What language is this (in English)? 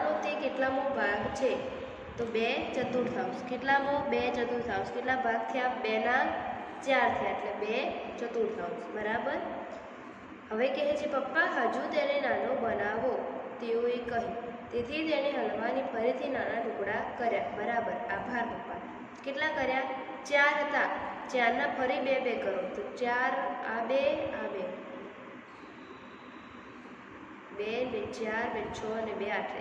Gujarati